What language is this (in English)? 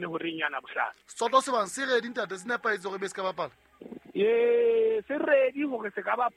Southern Sotho